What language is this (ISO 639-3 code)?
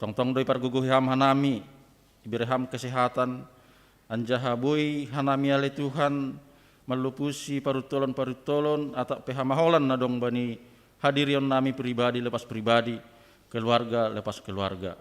bts